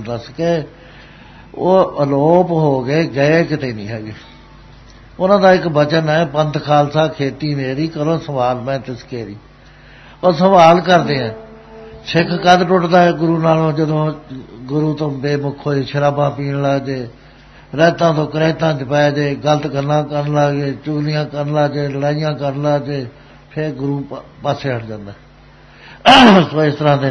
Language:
Punjabi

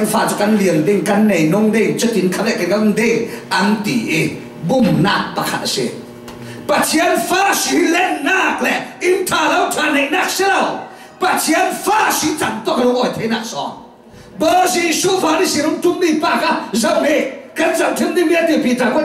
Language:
Falam Chin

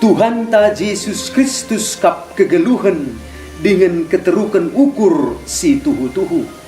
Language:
Batak Karo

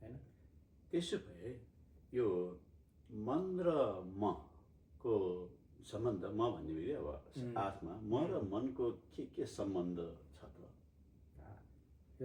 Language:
Nepali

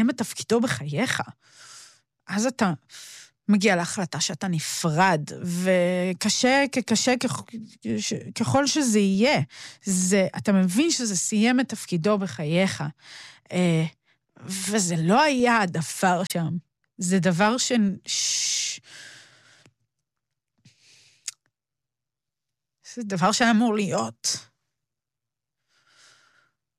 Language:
Hebrew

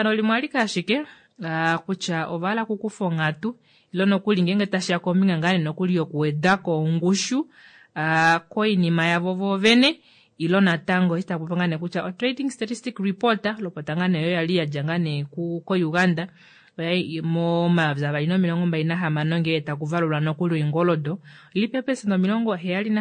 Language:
Kuanyama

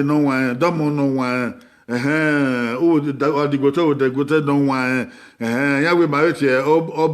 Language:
Bini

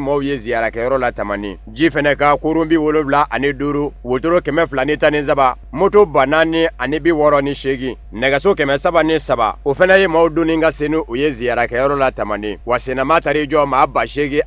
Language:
Bambara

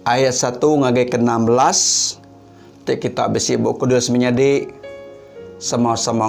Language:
Iban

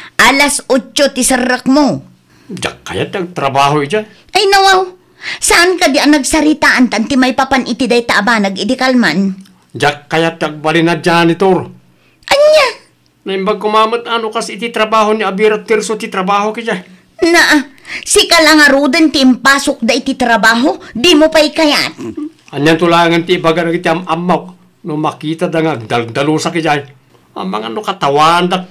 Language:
Iloko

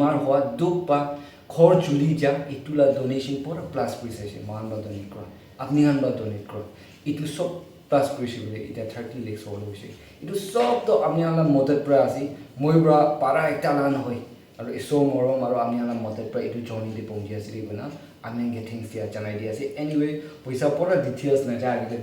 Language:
Naga Pidgin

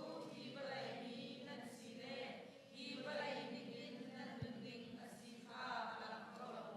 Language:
Hakha Chin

